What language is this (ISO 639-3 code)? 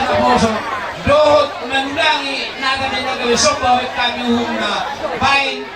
bbc